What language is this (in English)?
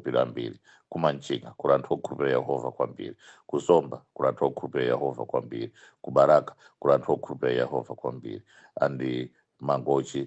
Nyanja